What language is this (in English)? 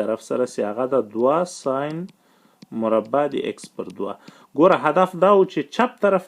Pashto